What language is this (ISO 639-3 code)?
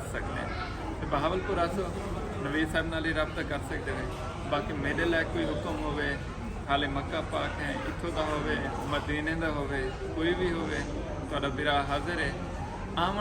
skr